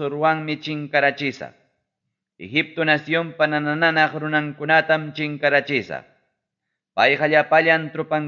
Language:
Ayacucho Quechua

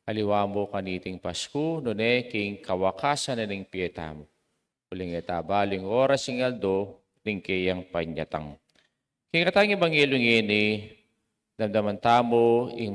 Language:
Pampanga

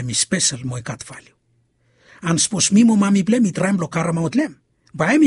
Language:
Bislama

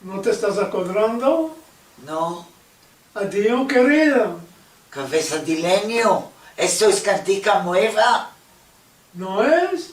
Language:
Ladino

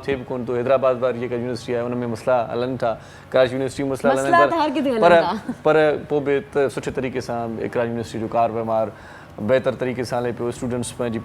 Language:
Sindhi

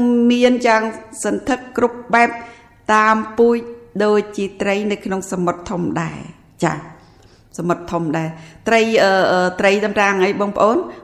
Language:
Khmer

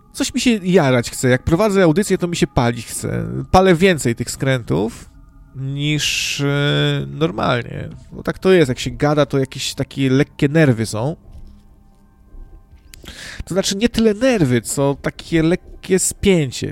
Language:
Polish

